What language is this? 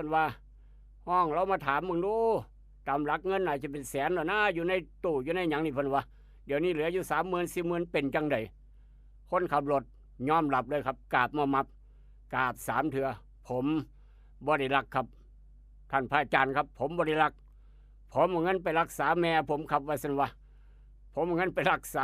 Northeastern Thai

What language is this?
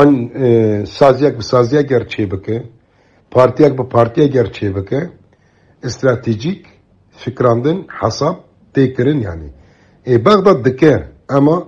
Kurdish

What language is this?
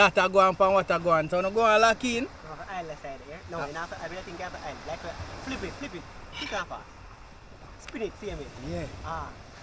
Jamaican Creole English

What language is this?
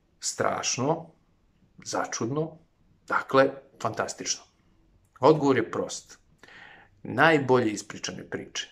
Serbian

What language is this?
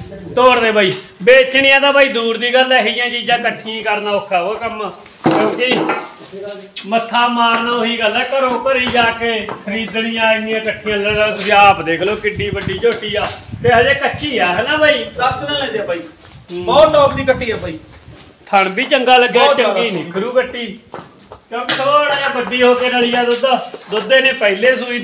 Punjabi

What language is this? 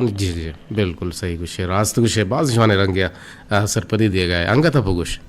Eastern Balochi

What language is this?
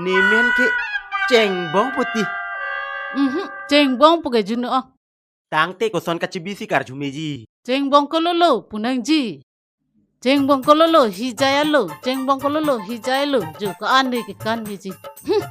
Karbi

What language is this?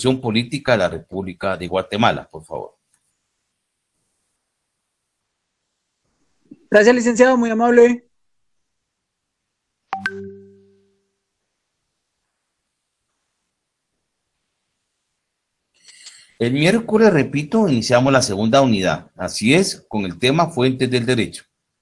Spanish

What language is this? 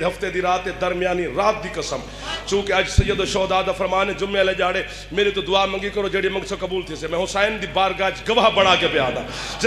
Saraiki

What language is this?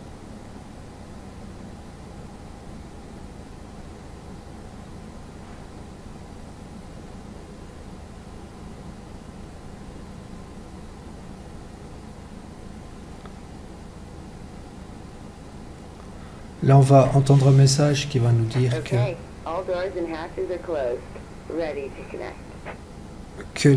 French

